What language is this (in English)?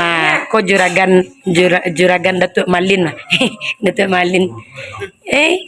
Minangkabau